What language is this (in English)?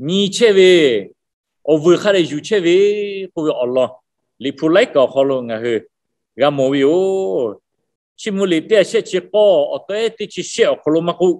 Lahu